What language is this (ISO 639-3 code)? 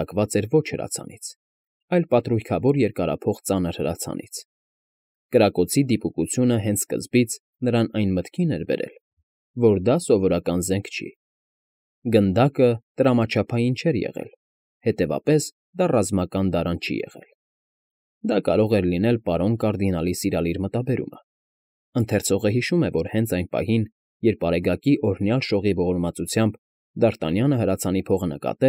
hye